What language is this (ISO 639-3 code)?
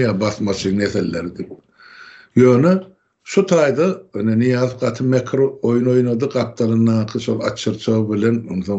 tuk